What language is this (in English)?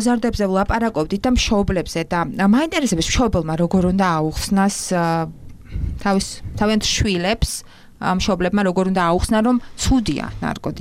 Georgian